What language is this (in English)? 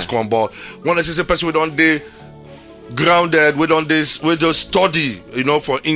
Nigerian Pidgin